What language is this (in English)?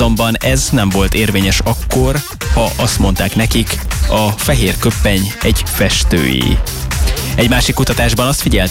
Hungarian